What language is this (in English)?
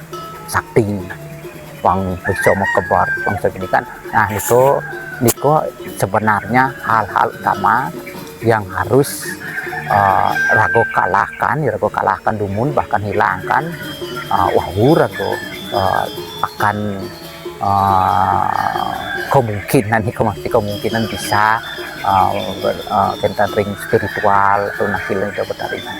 Balinese